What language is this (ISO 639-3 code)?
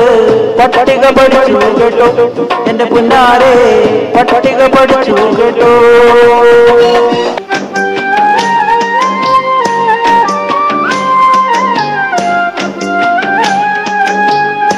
mal